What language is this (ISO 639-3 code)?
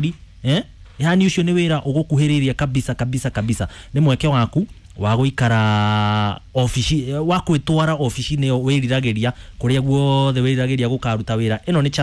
kik